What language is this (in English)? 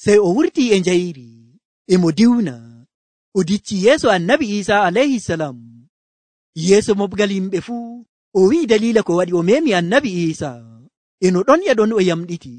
Nigerian Fulfulde